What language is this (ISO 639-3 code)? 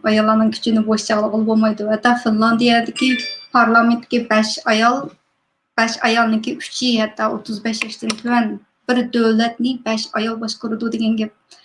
uig